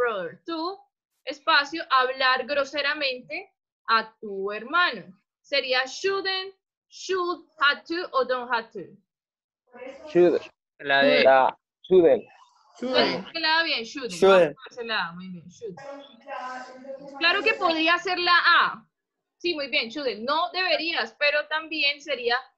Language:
Spanish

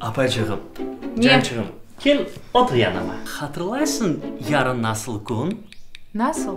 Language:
Crimean Tatar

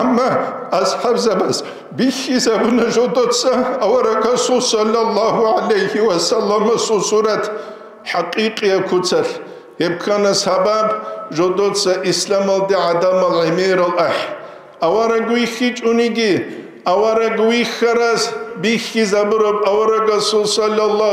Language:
Avaric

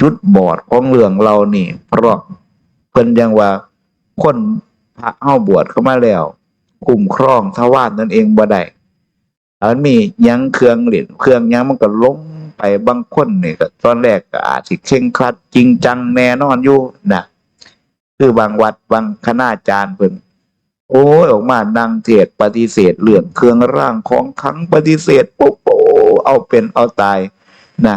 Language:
Northeastern Thai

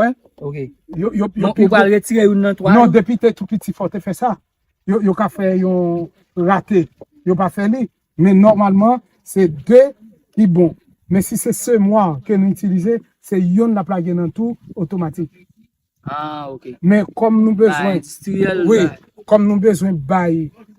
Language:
Haitian Creole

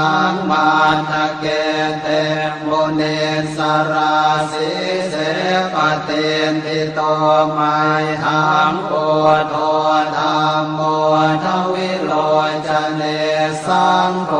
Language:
Pali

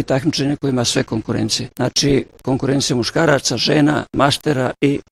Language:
Bosnian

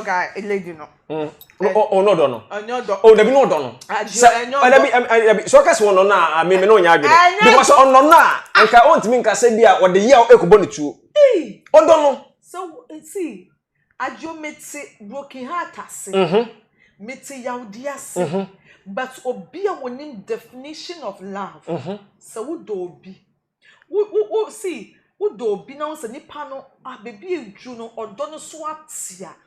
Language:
Akan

